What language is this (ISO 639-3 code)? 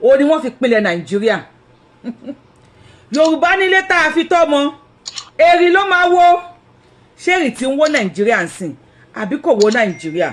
yor